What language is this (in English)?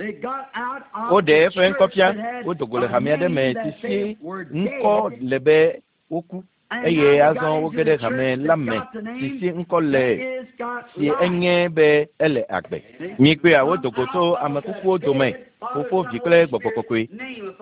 Ewe